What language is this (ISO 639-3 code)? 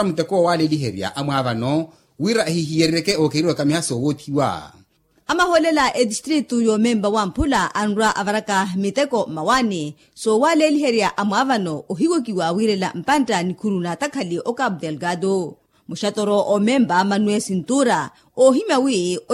vmw